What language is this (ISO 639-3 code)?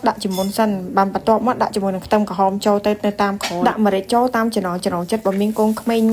khm